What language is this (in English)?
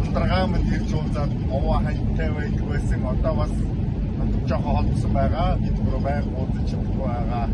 Mongolian